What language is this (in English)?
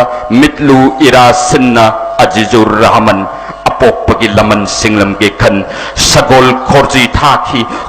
Manipuri